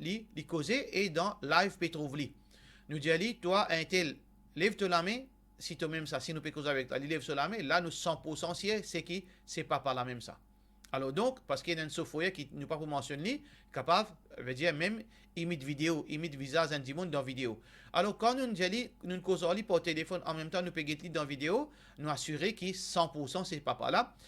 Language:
Morisyen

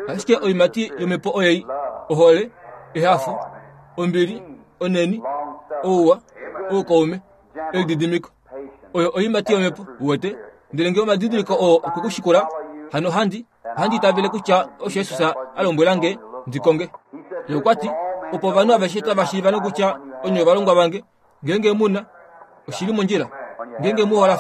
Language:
Kuanyama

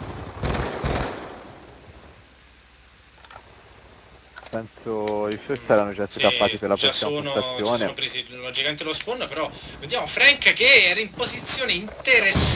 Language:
Italian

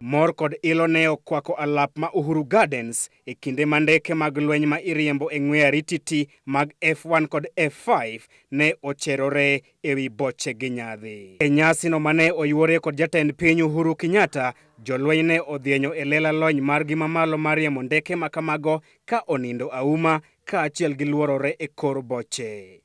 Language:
Luo (Kenya and Tanzania)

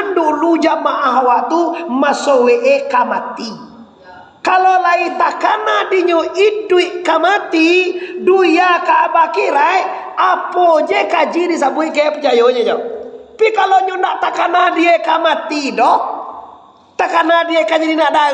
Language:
Minangkabau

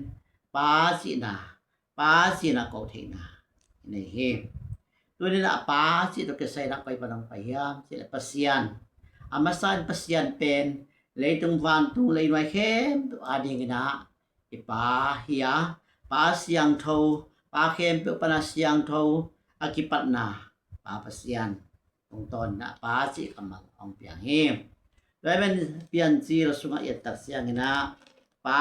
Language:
Tedim Chin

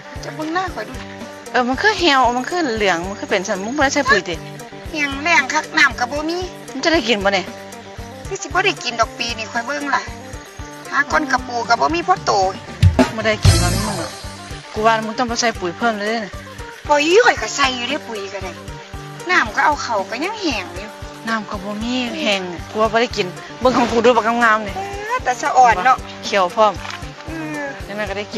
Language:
Northeastern Thai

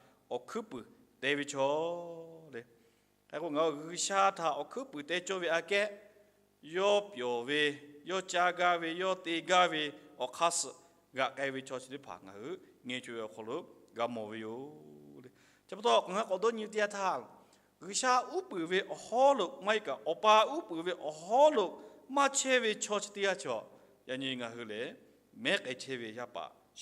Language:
Lahu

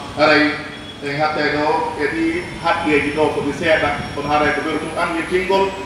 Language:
Pular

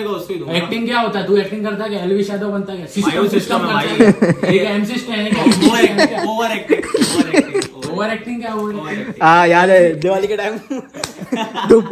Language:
Hindi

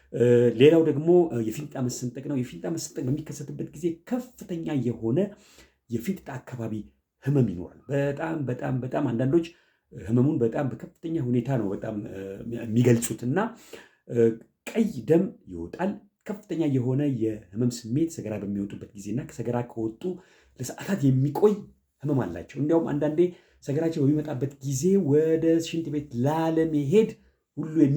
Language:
Amharic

